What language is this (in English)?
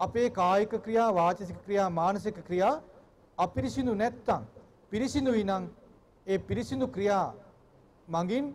Sinhala